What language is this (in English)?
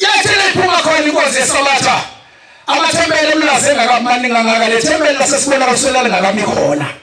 Zulu